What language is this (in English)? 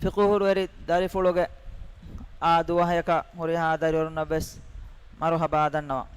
Divehi